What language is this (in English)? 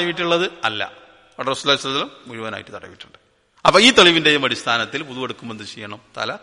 Malayalam